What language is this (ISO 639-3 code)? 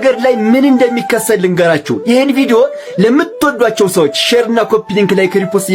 amh